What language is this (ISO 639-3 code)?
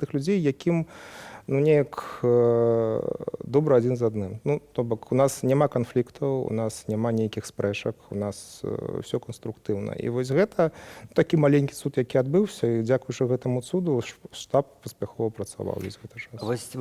bel